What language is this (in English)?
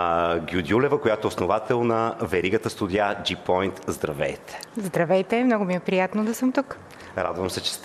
Bulgarian